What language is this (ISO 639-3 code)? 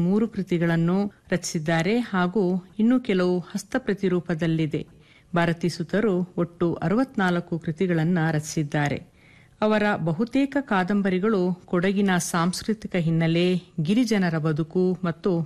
kan